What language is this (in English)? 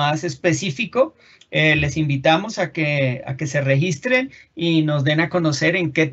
Spanish